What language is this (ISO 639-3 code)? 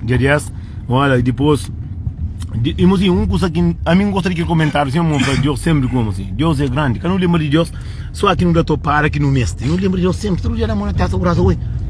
kea